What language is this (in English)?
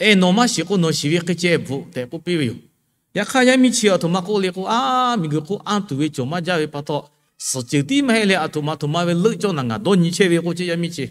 Lahu